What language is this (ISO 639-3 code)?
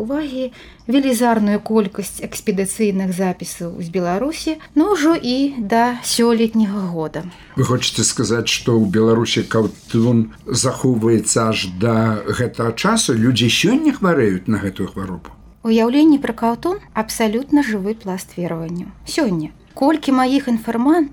bel